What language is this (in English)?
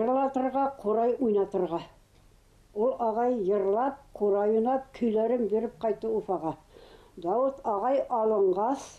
Bashkir